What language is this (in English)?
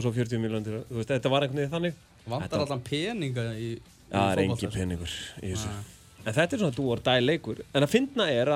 Icelandic